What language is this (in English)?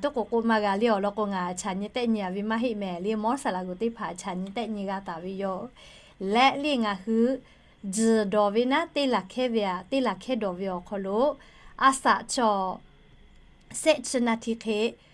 Lahu